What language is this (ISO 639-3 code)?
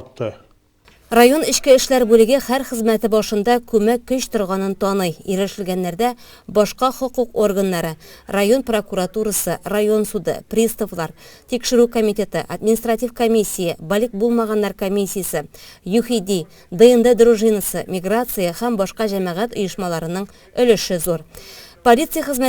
tat